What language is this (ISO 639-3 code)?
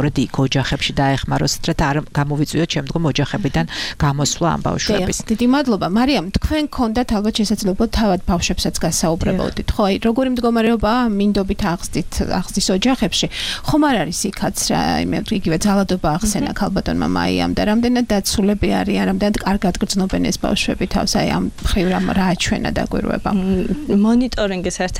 kat